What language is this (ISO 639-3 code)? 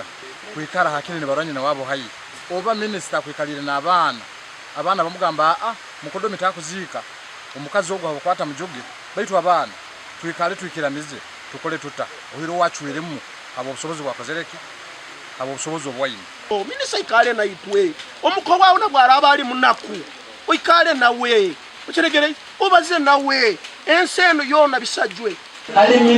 nyn